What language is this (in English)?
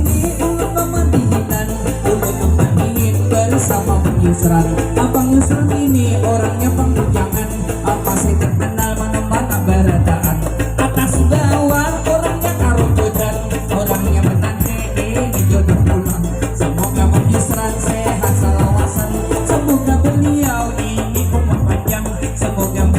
Banjar